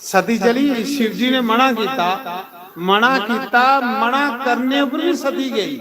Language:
Dogri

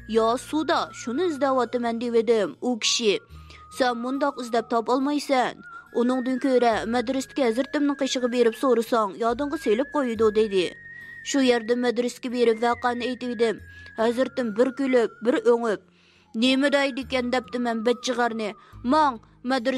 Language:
Uyghur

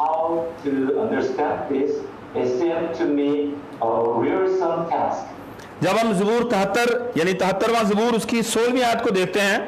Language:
Urdu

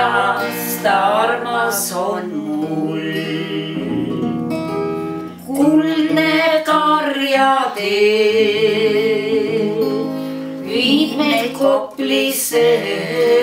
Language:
Estonian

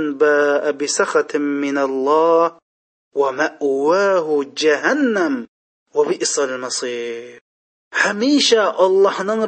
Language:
Uyghur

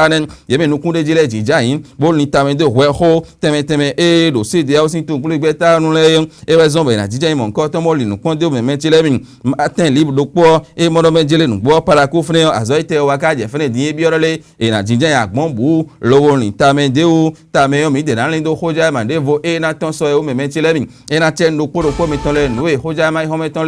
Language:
Fon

